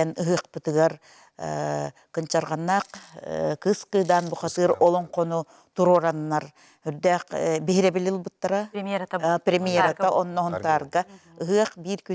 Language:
Yakut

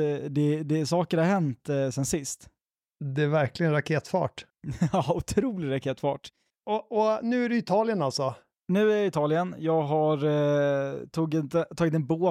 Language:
Swedish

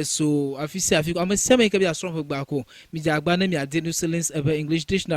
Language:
Ewe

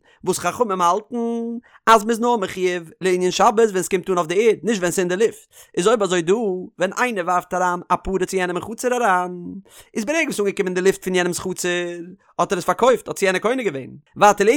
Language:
Yiddish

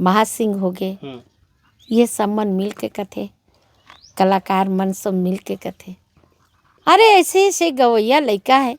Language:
Chhattisgarhi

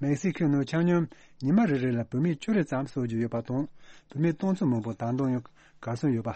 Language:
Tibetan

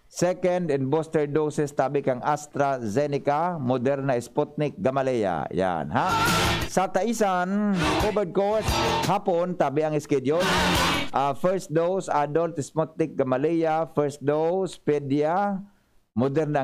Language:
Bikol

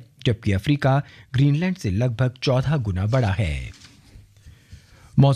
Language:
Hindi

